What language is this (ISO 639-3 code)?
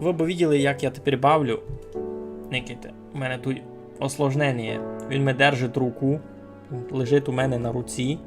rue